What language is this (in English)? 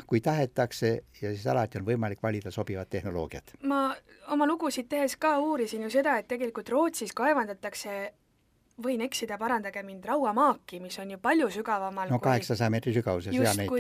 Estonian